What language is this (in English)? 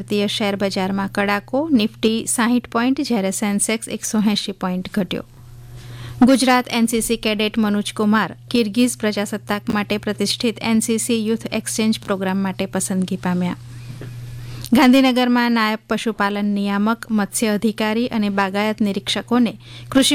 Gujarati